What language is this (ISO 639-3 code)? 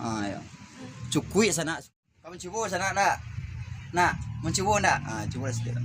min